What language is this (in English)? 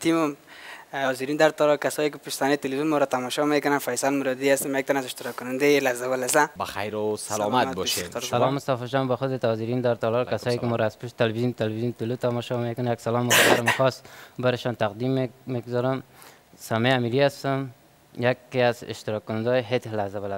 Persian